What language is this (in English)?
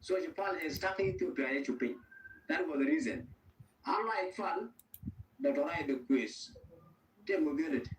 Nuer